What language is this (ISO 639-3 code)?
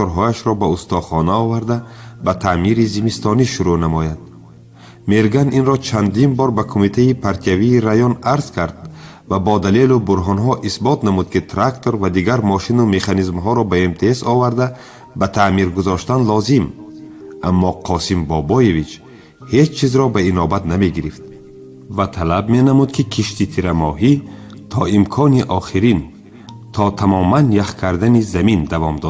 tgk